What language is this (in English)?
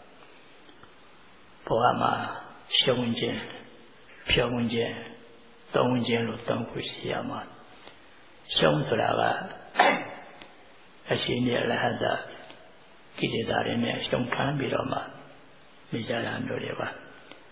Burmese